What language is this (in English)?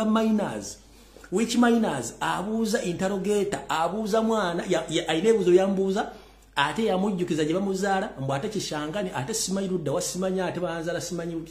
Ganda